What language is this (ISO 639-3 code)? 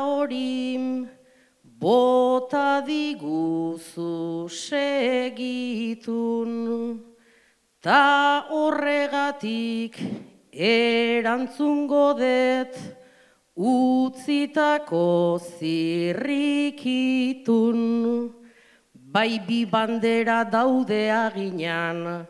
eus